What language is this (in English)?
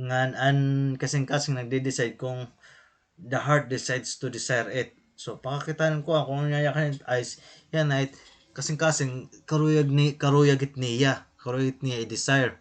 Waray